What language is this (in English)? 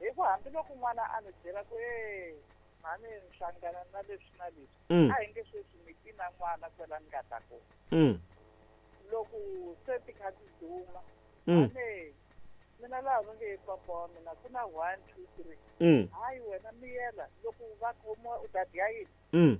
Tsonga